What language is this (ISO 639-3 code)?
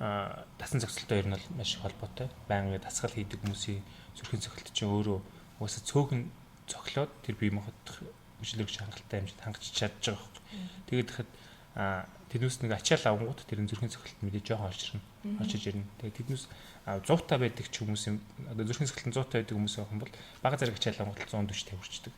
mon